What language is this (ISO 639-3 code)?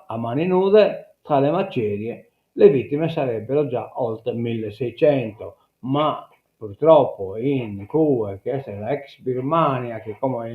srd